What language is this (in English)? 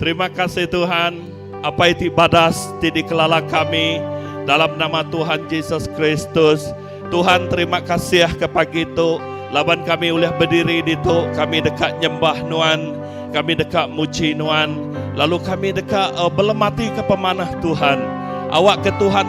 Iban